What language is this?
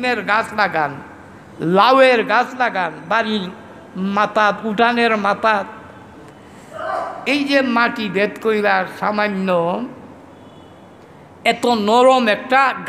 Bangla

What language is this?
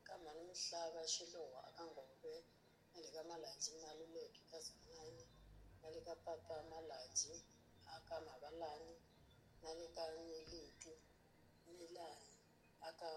Tsonga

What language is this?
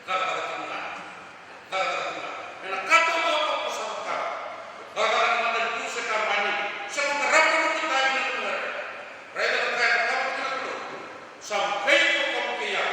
Fijian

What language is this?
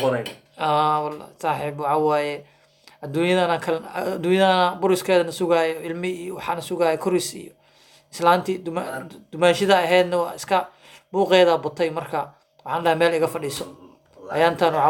Somali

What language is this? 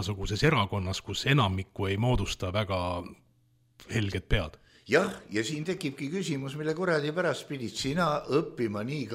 Estonian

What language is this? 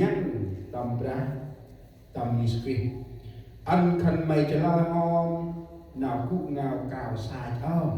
Central Mnong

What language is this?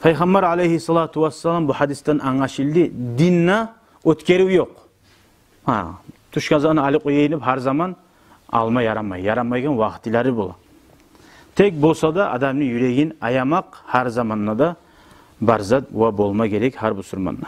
Kumyk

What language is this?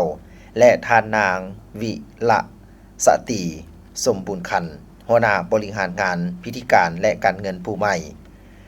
Lao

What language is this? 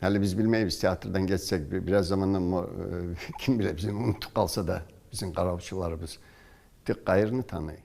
Kumyk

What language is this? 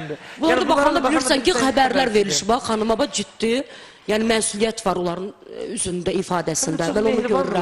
Azerbaijani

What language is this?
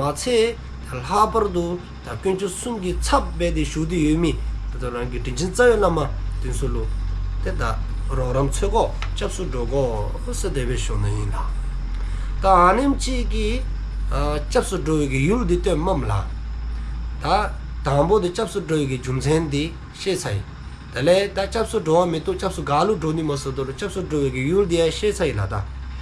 Dzongkha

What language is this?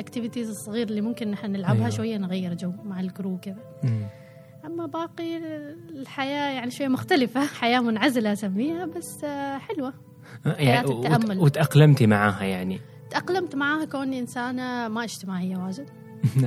Gulf Arabic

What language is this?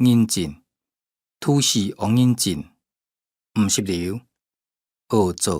Hakka Chinese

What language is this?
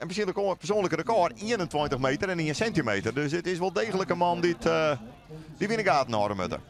Western Frisian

